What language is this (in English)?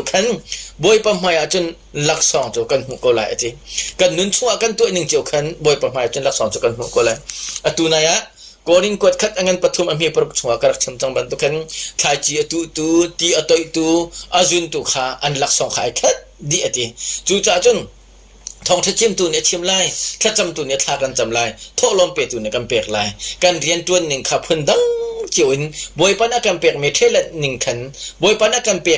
Hakha Chin